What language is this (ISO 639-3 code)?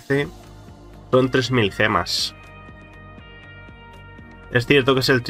spa